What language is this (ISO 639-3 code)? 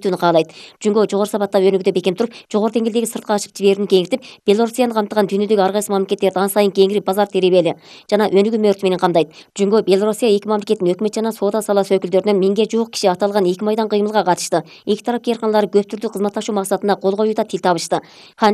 kir